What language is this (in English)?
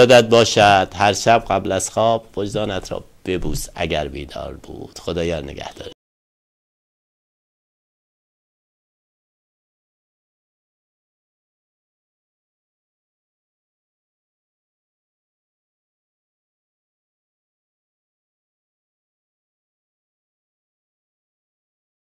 Persian